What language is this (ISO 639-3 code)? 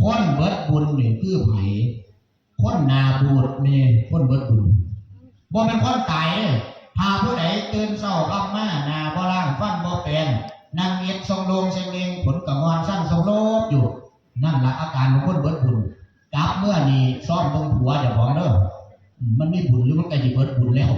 tts